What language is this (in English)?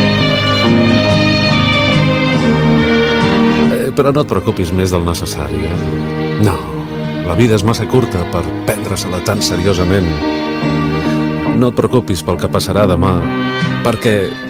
Catalan